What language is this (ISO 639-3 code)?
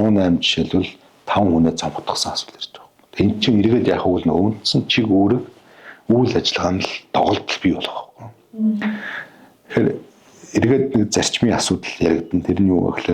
mon